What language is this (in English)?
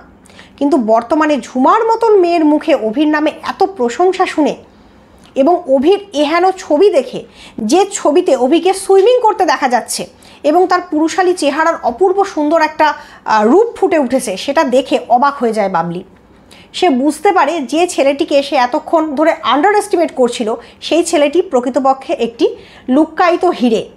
Bangla